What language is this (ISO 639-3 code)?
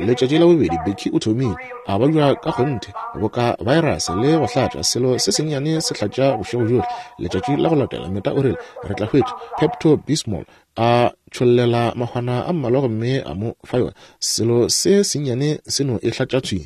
nso